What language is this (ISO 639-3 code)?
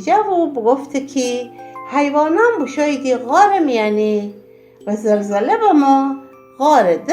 glk